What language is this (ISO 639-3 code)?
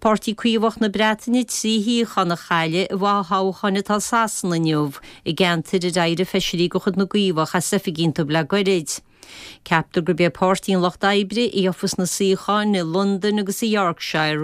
gle